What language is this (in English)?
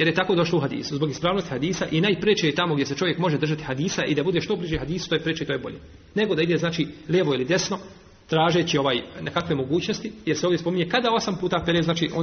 Bosnian